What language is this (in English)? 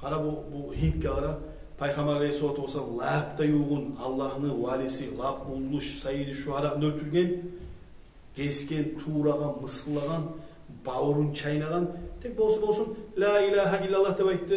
Kumyk